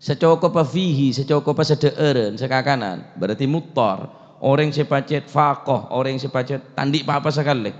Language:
Madurese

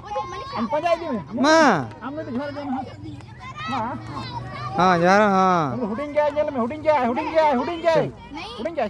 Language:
Santali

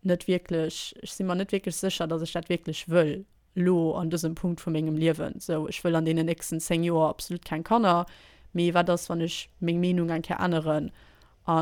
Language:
Luxembourgish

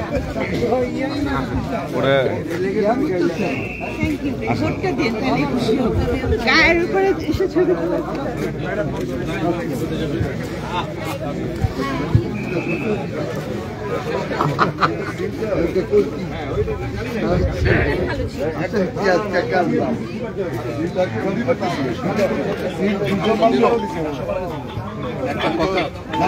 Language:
Bangla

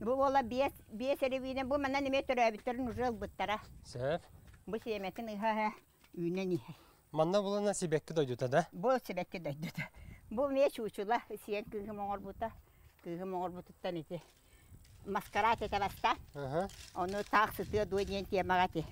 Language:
Yakut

